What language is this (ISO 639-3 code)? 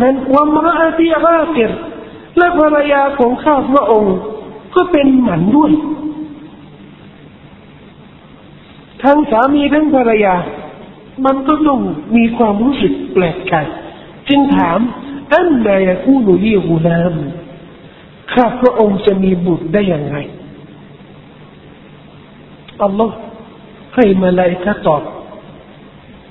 tha